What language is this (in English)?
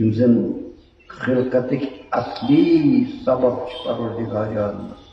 Kashmiri